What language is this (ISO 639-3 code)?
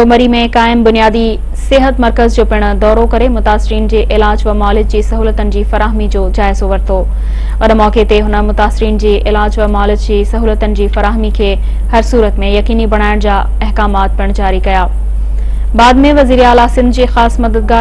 snd